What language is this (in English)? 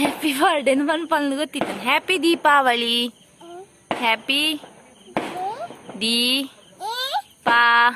Tulu